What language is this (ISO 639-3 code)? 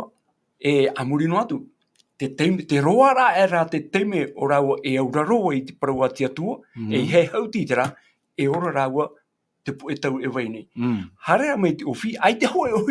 tah